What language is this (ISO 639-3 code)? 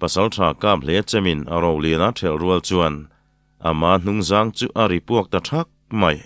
lus